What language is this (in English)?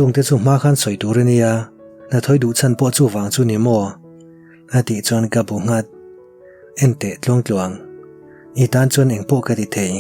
Mizo